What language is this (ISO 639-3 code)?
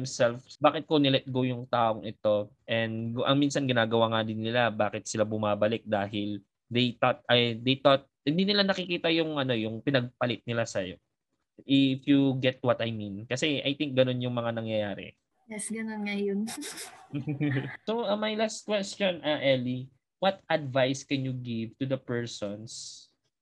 fil